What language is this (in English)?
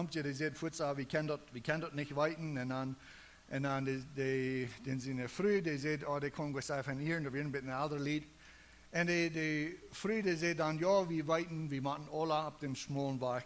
Plautdietsch